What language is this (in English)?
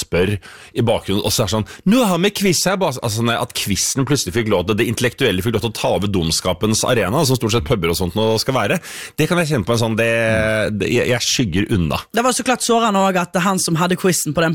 Norwegian